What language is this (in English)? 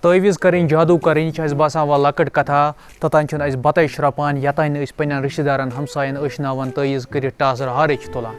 Kashmiri